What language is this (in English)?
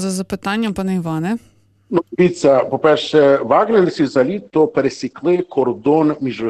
Ukrainian